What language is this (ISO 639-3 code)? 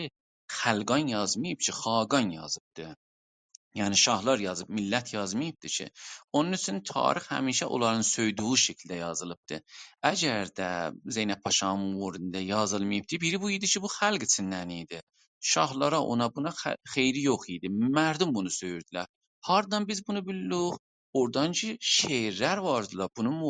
azb